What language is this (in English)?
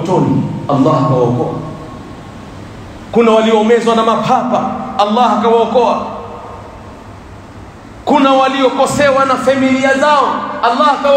Swahili